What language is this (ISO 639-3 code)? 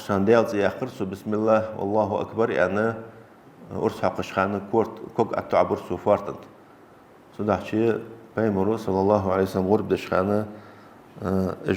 inh